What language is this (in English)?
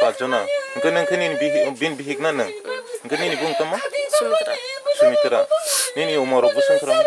Kok Borok